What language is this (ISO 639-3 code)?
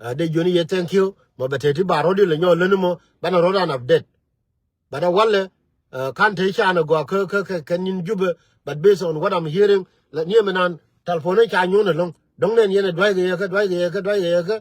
nus